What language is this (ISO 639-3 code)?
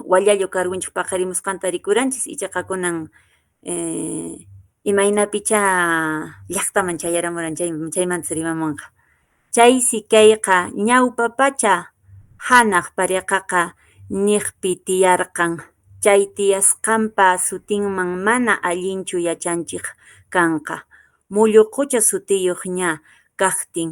que